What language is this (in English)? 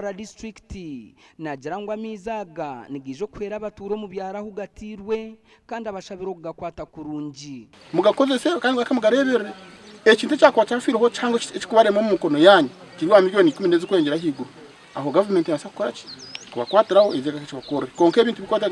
Nyankole